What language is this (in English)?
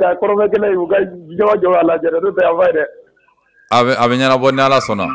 Bambara